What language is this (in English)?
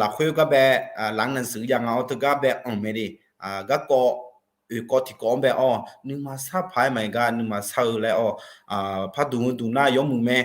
Akha